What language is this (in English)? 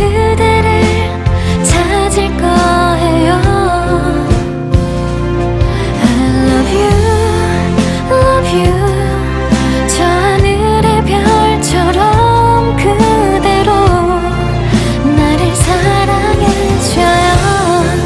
Korean